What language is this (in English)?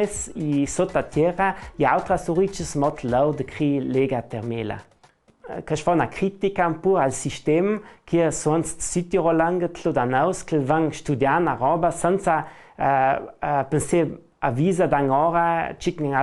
Ladin